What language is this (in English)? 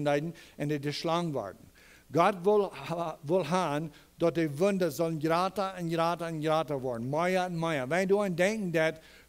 Plautdietsch